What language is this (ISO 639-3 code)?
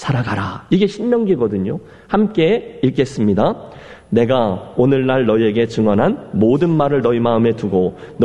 kor